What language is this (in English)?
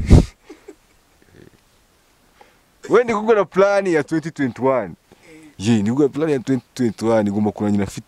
Kinyarwanda